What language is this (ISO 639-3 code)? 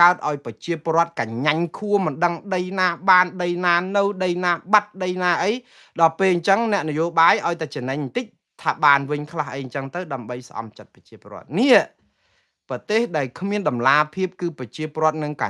khm